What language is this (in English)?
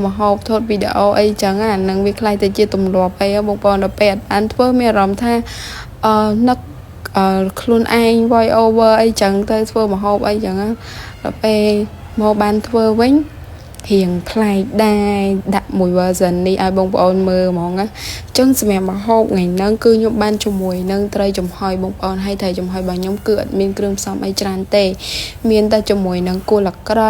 Khmer